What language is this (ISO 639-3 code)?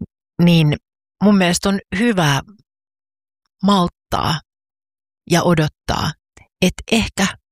fin